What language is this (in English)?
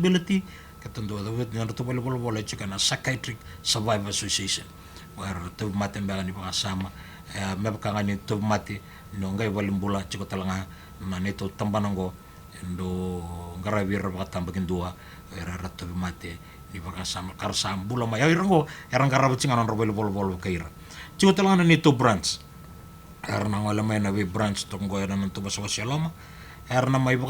Fijian